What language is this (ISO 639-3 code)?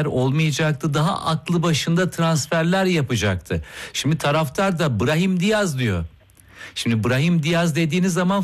tur